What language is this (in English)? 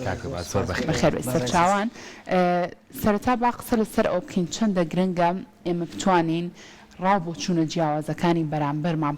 Central Kurdish